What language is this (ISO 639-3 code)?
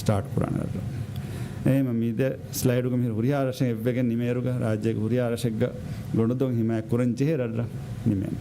div